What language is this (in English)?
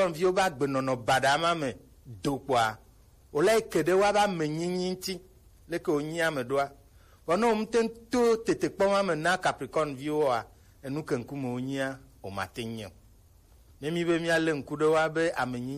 Gen